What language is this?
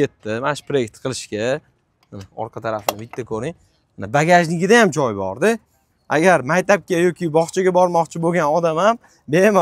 Uzbek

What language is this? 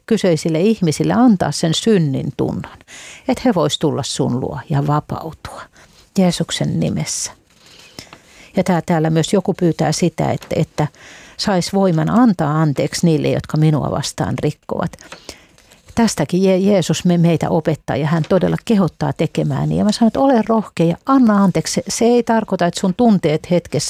Finnish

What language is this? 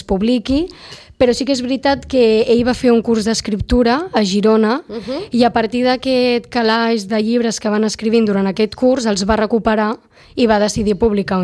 Catalan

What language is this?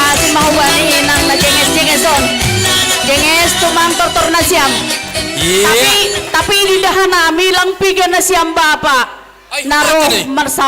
Batak Simalungun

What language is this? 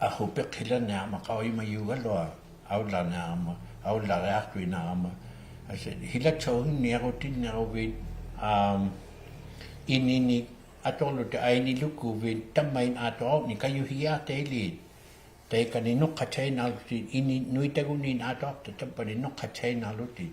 Inuktitut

